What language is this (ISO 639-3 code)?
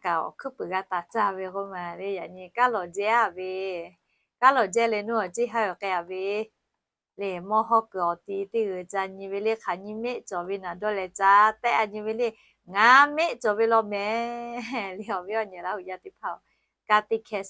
lhu